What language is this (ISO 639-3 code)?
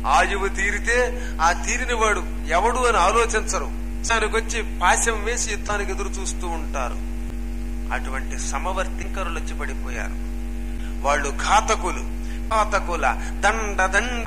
tel